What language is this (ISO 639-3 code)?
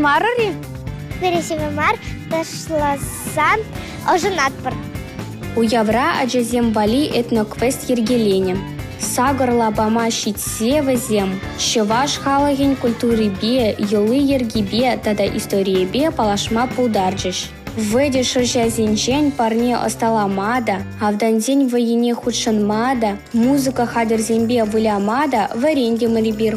chv